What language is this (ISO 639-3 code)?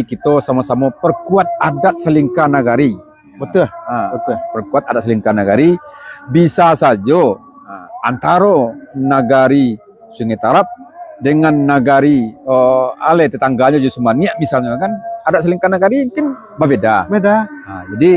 min